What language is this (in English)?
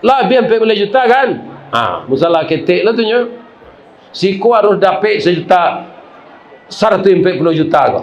Minangkabau